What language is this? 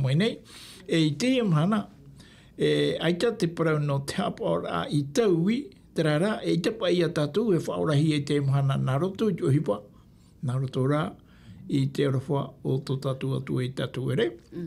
Tahitian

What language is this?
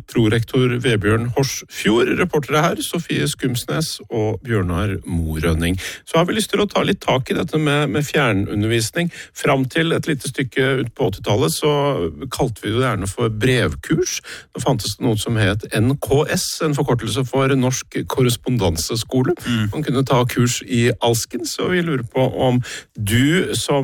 Norwegian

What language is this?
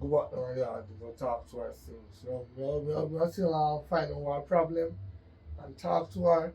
Jamaican Creole English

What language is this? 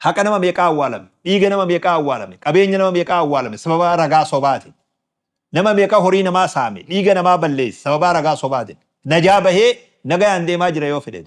Oromo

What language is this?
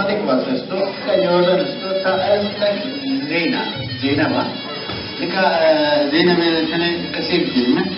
Zaza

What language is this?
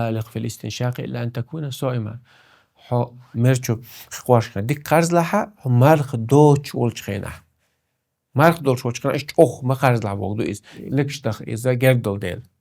Chechen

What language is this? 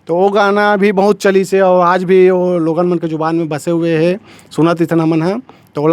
Chhattisgarhi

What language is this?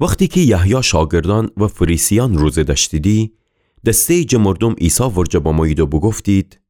Gilaki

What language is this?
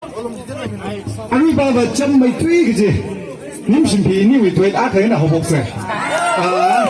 Tangkhul Naga (India)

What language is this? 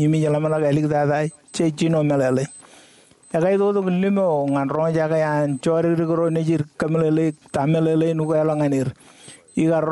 Marshallese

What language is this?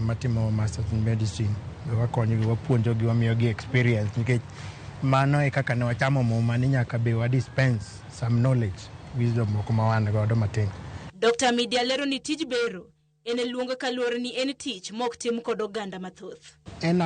Luo (Kenya and Tanzania)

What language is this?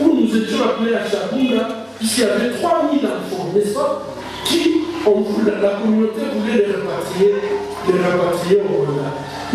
French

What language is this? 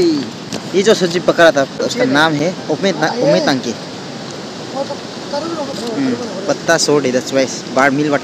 Hindi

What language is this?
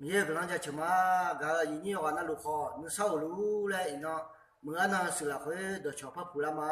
Akha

